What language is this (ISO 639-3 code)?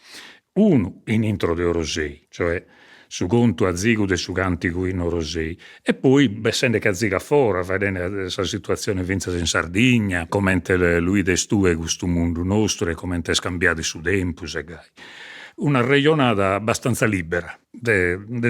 srd